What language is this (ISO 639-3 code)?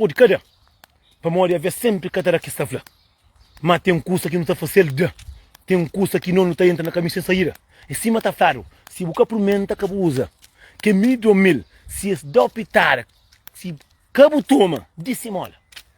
kea